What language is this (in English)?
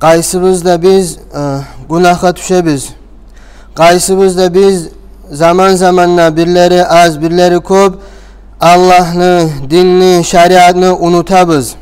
Kumyk